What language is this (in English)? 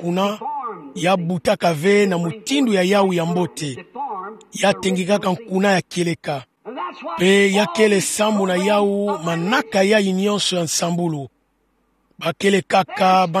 Kituba (Democratic Republic of Congo)